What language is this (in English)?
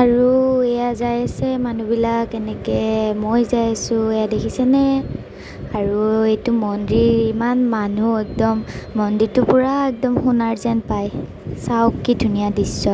Assamese